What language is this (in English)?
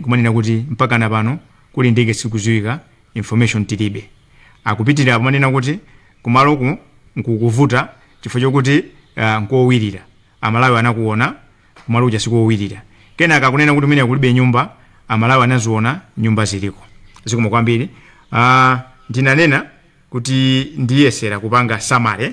Nyanja